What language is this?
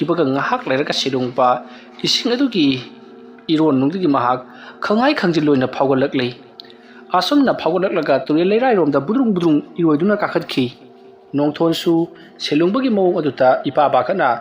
Manipuri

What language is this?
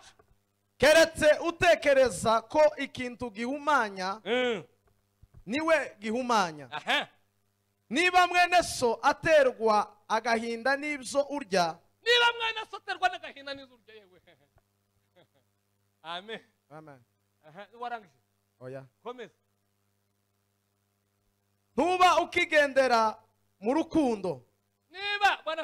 Kinyarwanda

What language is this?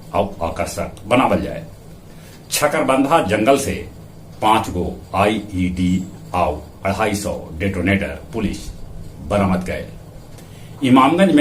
Magahi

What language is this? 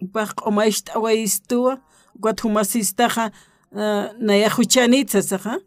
Aymara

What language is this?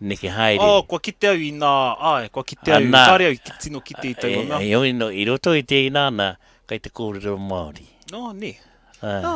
Māori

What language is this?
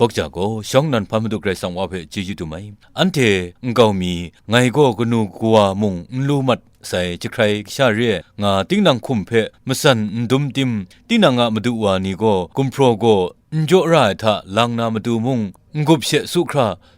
Kachin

